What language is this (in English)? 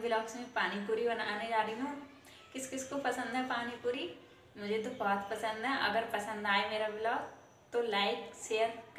Hindi